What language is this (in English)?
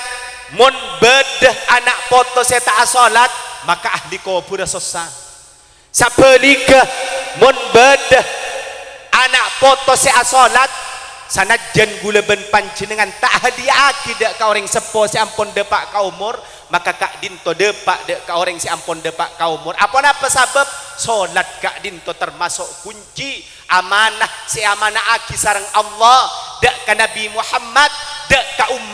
Madurese